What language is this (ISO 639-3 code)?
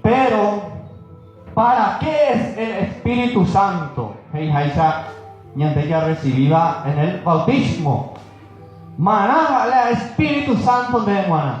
grn